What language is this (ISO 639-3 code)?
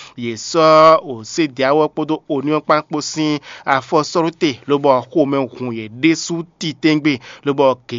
fon